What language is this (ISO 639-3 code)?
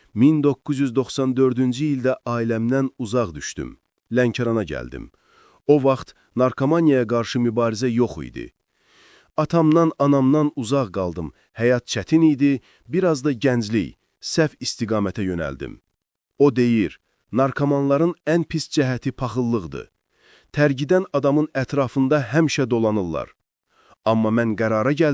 aze